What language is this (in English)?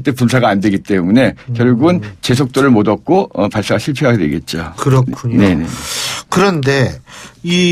Korean